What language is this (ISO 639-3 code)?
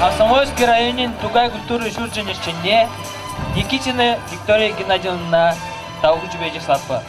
chv